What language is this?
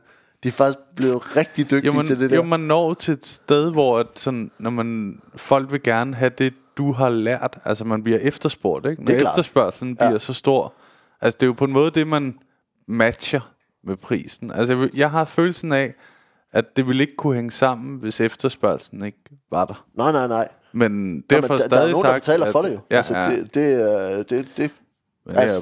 Danish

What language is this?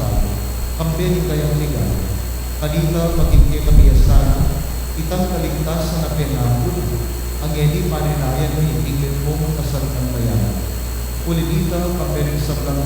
Pampanga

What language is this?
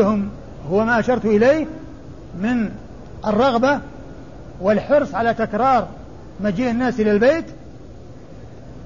Arabic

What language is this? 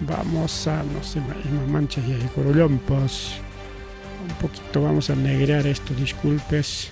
Ayacucho Quechua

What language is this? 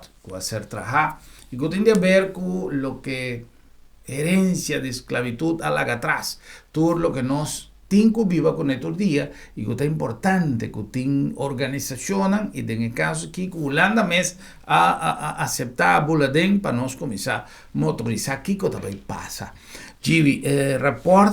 Papiamento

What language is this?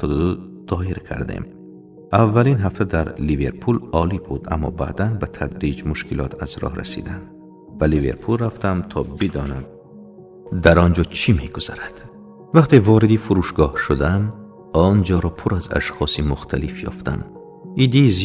Tajik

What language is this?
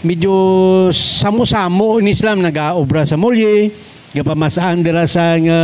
Hiligaynon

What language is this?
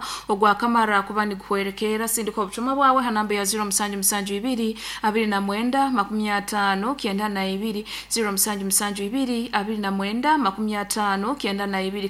Nyoro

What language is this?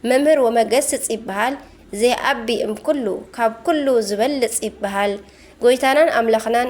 Tigrinya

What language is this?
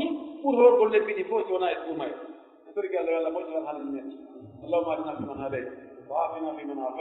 Pular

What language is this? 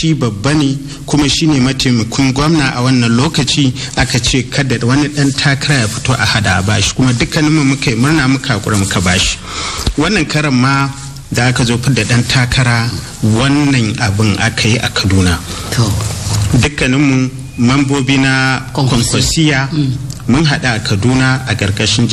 Hausa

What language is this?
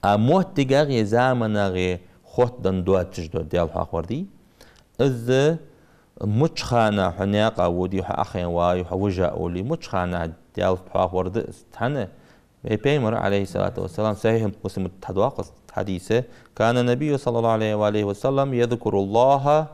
Ingush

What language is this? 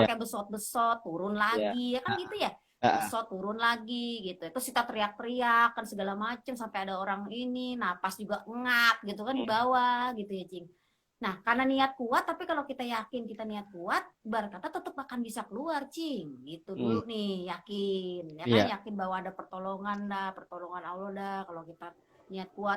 Betawi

